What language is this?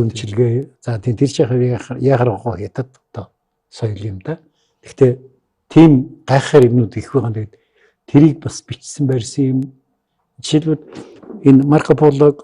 Mongolian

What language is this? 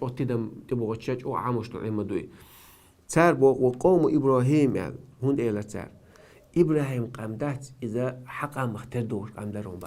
Chechen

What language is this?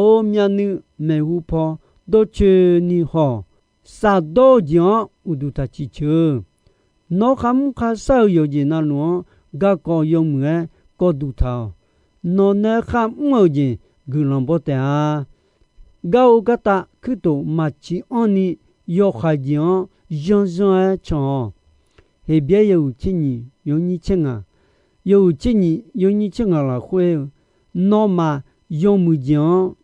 Akha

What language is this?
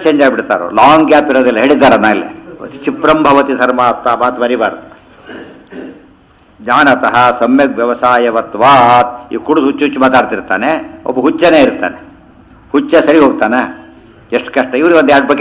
Kannada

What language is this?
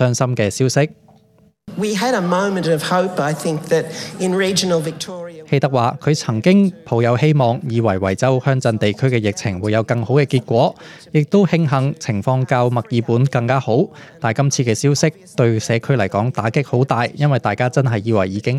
Cantonese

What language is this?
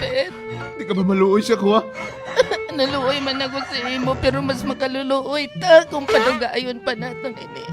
Hiligaynon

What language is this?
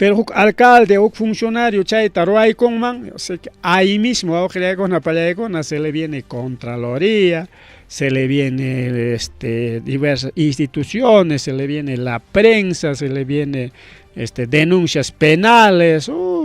Ayacucho Quechua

